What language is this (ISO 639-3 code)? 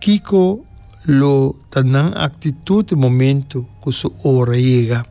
pap